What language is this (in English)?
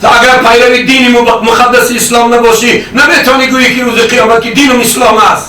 Tajik